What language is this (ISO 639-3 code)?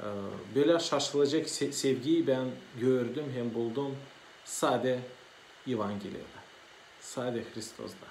gag